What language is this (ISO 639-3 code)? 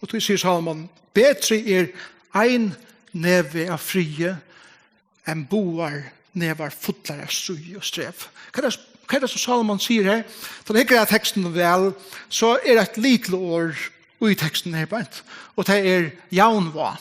fao